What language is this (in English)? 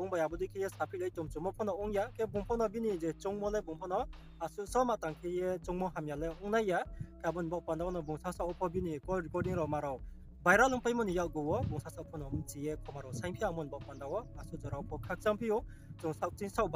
Riang (India)